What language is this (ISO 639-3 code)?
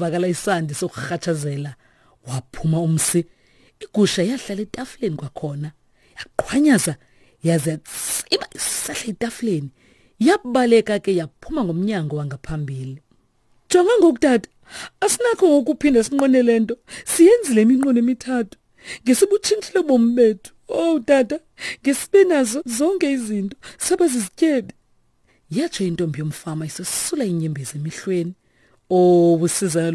xho